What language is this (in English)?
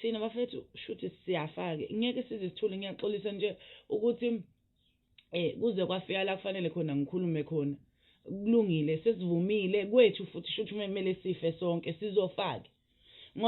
Zulu